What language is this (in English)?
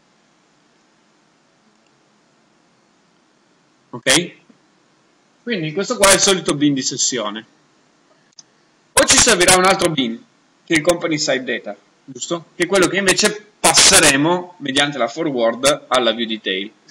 Italian